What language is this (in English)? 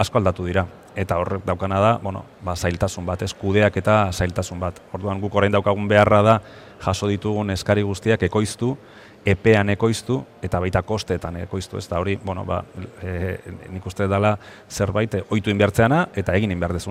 Basque